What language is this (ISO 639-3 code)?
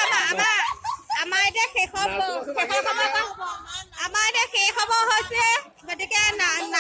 asm